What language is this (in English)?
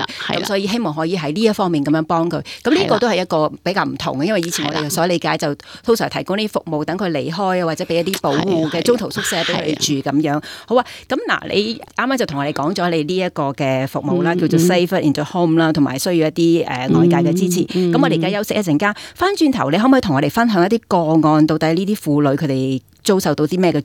Cantonese